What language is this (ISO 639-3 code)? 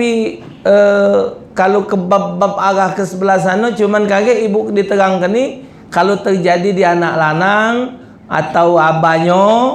mui